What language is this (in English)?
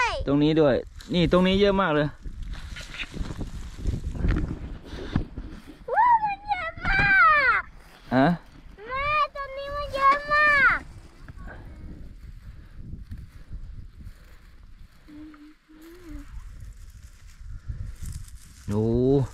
Thai